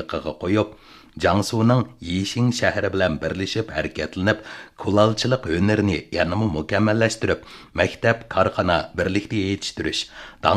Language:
Uyghur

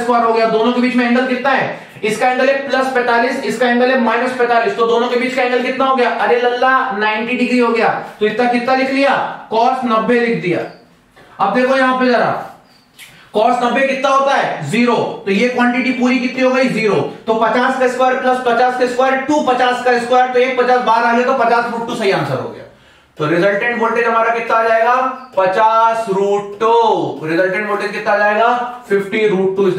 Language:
Hindi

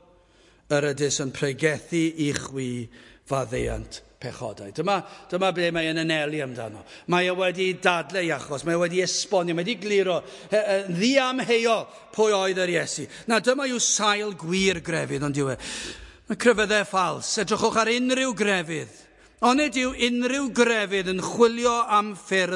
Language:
Welsh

